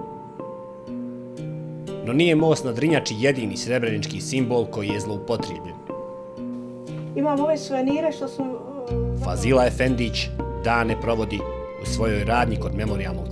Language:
Bosnian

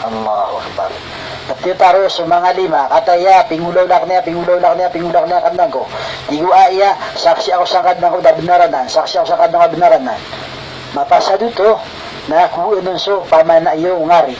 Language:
Maranao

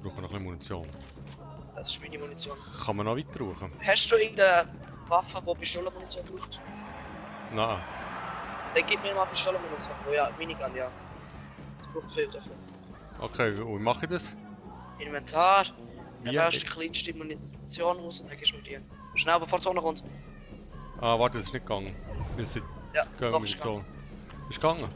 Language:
Swiss German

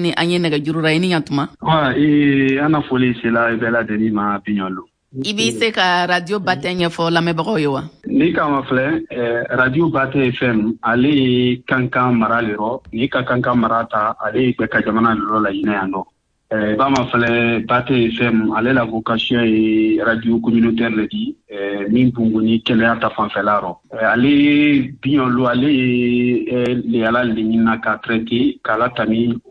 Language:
Bambara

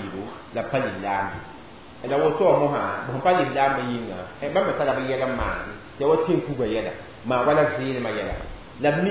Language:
Mossi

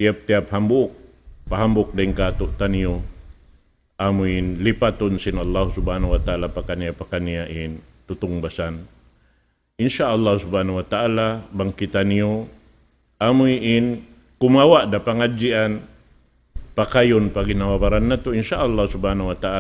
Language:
Tausug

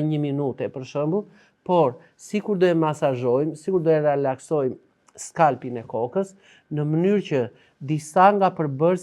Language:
Albanian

